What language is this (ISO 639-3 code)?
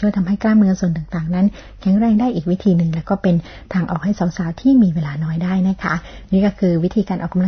tha